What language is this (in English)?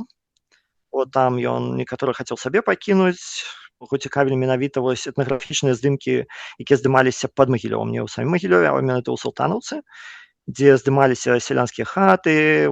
Belarusian